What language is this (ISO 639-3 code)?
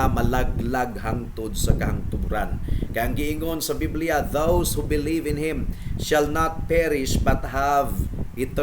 ceb